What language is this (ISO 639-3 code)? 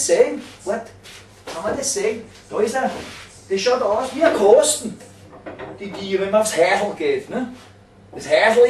bar